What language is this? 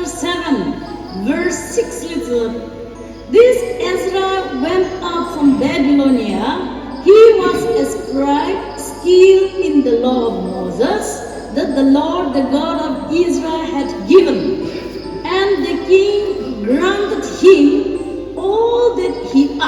Chokri Naga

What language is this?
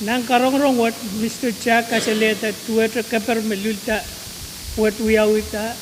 Pohnpeian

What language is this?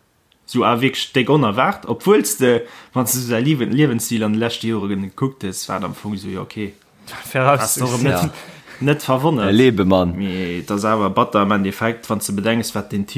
Luxembourgish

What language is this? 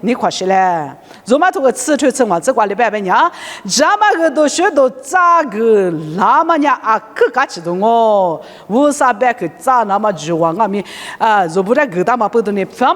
Lisu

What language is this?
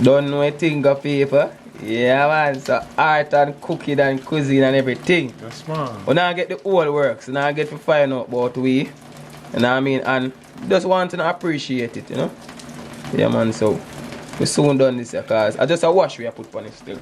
Jamaican Creole English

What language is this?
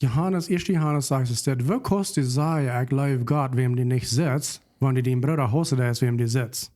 Plautdietsch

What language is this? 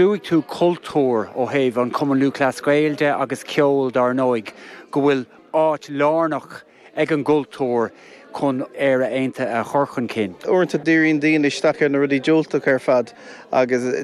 Irish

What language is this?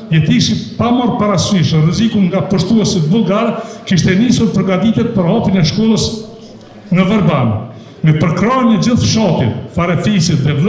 Albanian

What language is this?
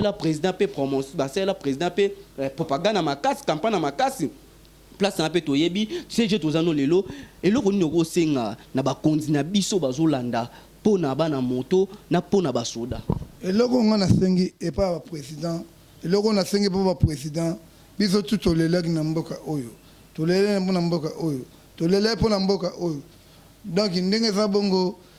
Lingala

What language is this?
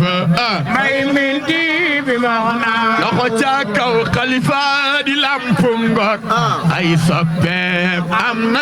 Wolof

